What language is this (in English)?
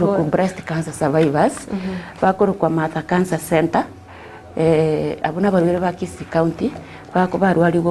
Gusii